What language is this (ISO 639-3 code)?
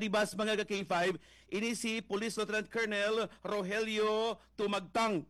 hil